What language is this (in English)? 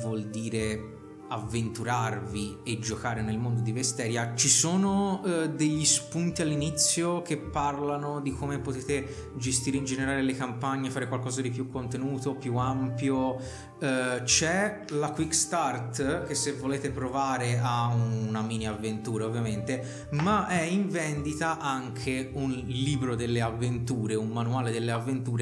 Italian